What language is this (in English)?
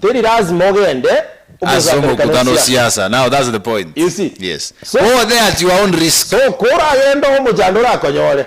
Gusii